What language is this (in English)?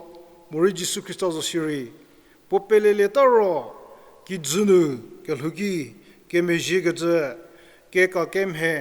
Angami Naga